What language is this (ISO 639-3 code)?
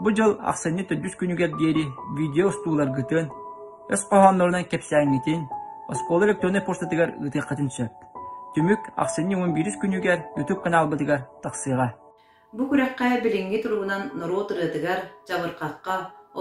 sah